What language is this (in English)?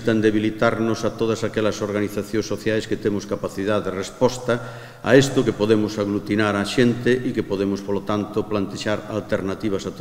Galician